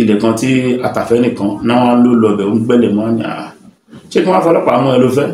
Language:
Yoruba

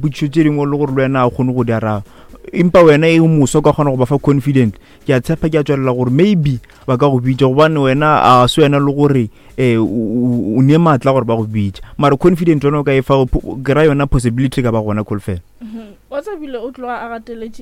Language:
Northern Sotho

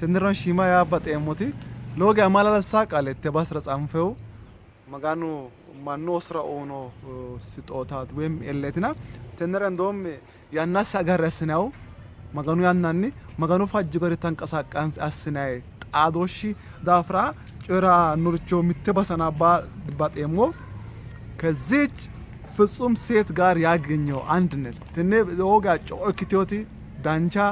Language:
Sidamo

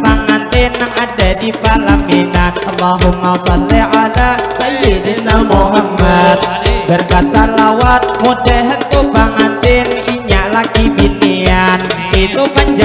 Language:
Banjar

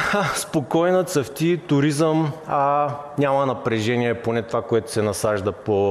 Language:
Bulgarian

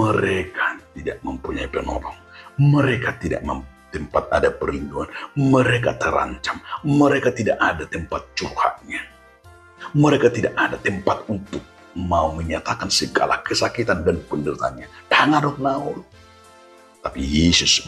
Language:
Batak Toba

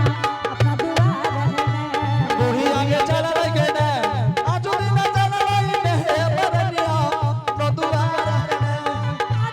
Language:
Angika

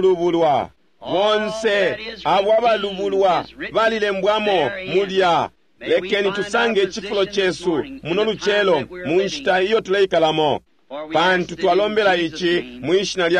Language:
Bemba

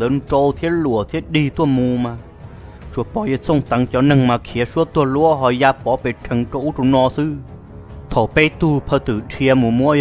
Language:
Vietnamese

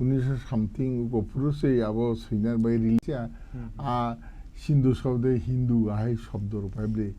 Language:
Kok Borok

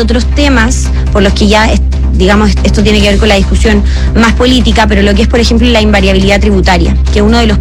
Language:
Spanish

